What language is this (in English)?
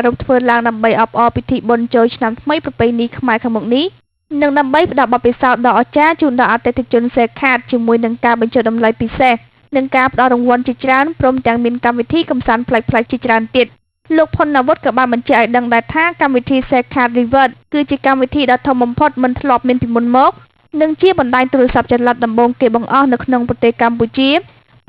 Khmer